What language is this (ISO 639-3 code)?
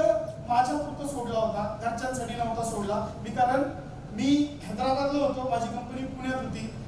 mar